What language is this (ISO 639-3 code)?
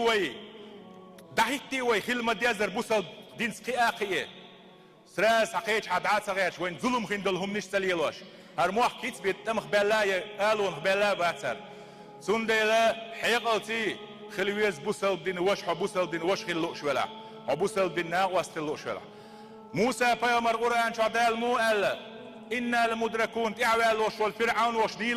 che